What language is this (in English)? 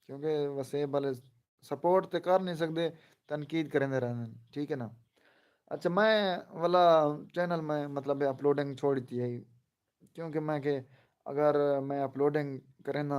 Saraiki